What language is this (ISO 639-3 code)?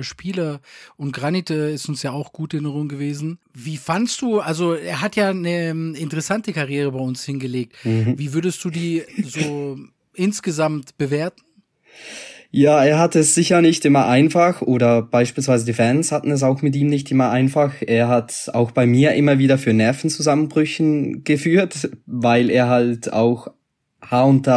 deu